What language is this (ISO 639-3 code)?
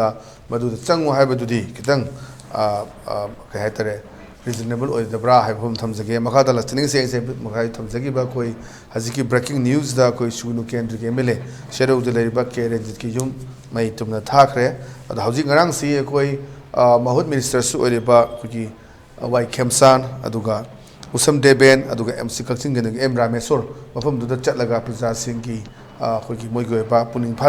mni